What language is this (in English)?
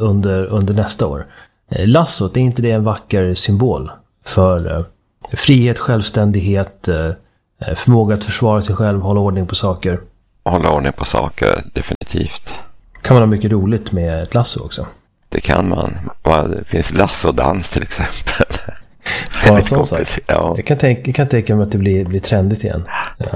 Swedish